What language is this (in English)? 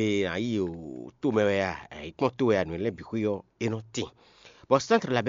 Fon